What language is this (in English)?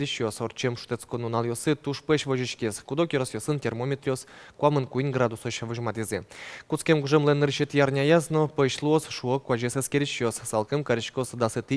Udmurt